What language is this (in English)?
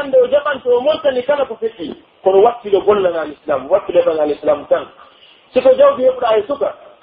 Pular